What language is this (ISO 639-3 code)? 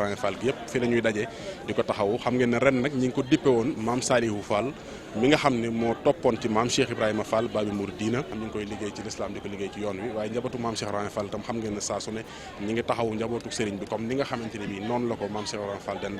wol